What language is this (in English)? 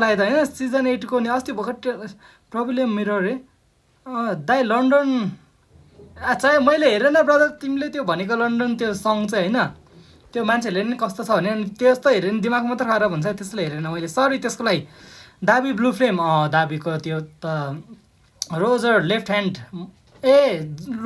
Nepali